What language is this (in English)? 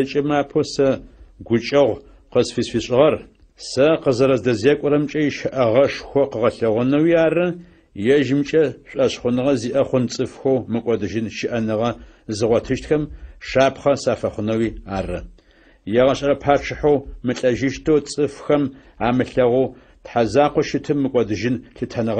Adyghe